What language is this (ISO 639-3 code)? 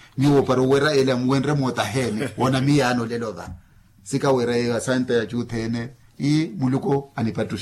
vmw